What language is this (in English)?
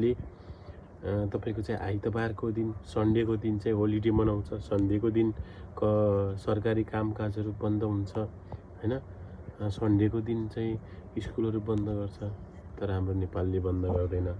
Nepali